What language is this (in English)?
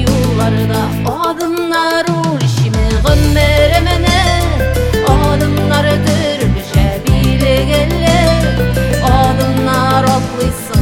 Kazakh